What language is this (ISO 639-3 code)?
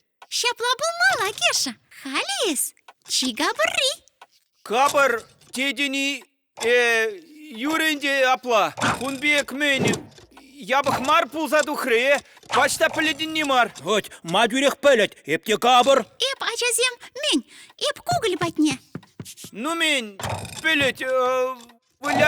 chv